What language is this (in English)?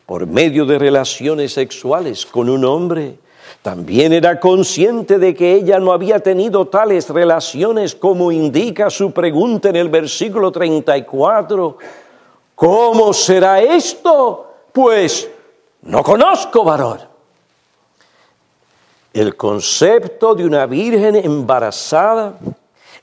Spanish